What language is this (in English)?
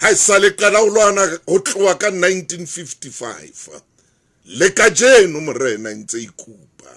Southern Sotho